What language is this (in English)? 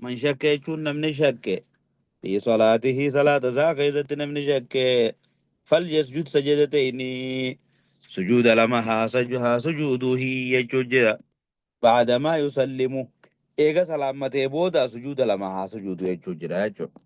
Oromo